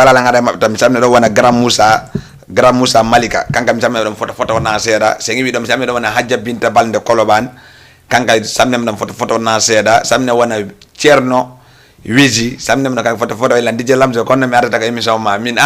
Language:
Fula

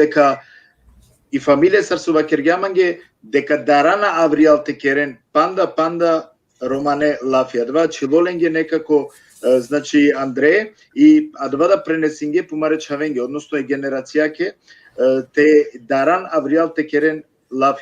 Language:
Balkan Romani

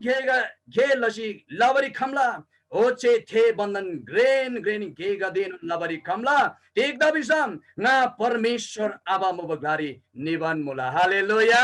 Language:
Eastern Tamang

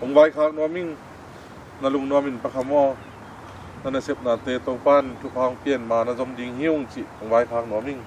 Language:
Tedim Chin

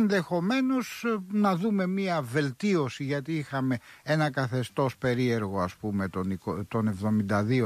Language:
Greek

